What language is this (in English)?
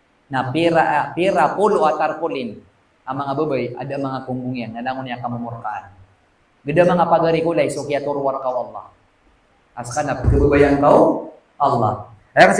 Maranao